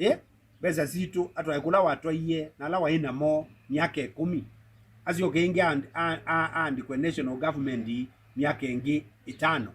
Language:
Kamba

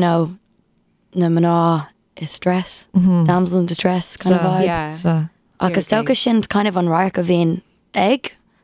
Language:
Irish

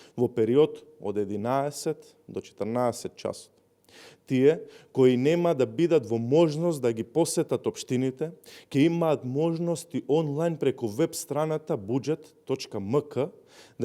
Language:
Macedonian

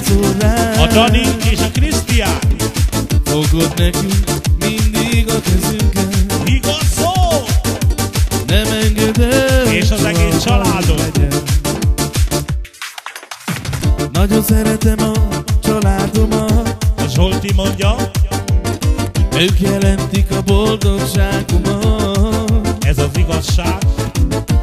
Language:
Hungarian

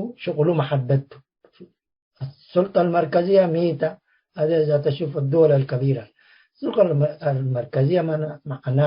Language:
Tigre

